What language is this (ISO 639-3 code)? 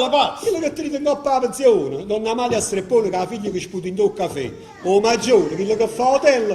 nap